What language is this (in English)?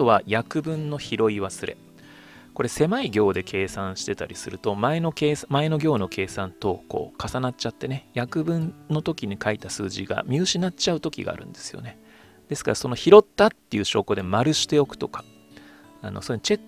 Japanese